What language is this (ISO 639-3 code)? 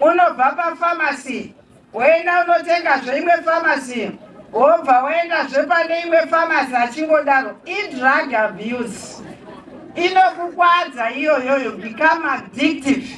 sna